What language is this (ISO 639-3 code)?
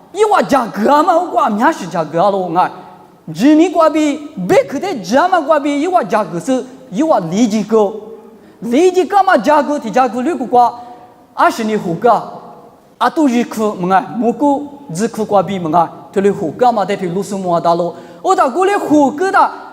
lis